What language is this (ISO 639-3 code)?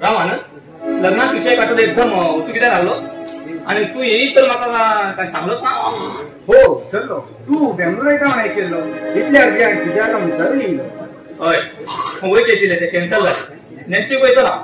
kok